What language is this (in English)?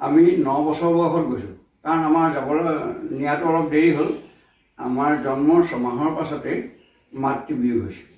Assamese